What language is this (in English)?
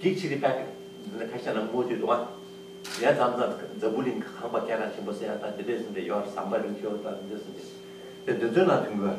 Tibetan